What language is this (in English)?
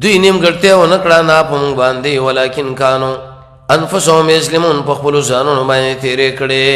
Pashto